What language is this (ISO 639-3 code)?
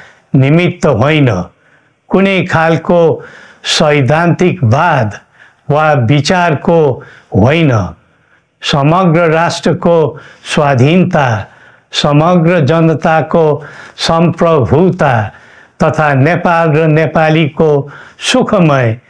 nep